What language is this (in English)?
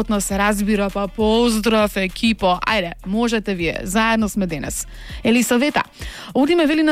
Macedonian